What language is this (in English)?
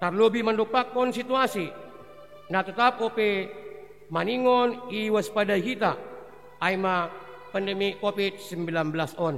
Batak Simalungun